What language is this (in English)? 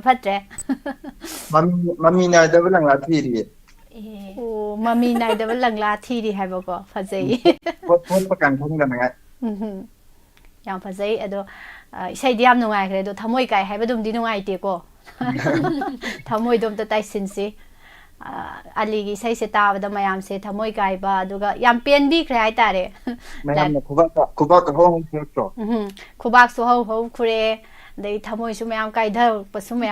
Manipuri